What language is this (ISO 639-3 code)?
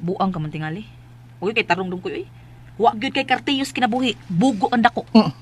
ceb